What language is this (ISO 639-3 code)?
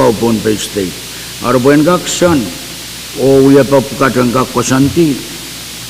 pon